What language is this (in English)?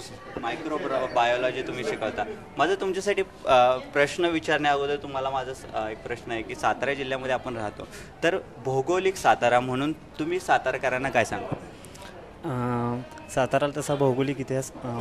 Marathi